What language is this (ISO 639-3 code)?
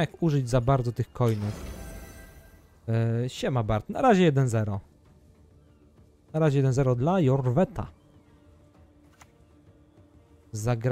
pol